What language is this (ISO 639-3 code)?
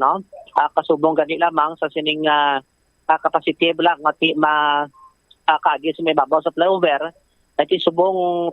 hil